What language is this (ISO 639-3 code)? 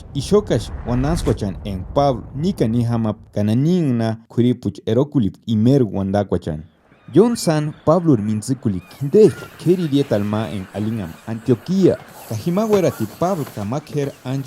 tsz